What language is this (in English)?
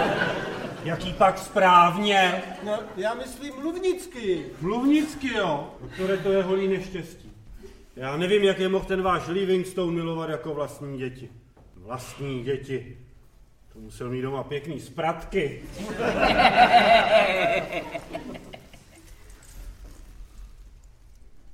Czech